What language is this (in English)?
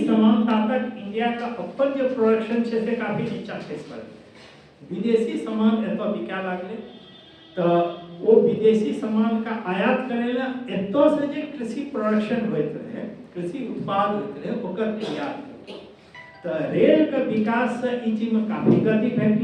Maithili